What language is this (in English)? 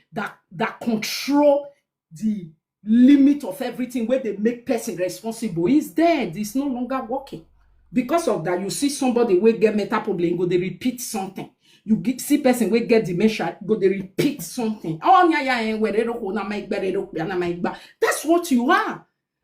Nigerian Pidgin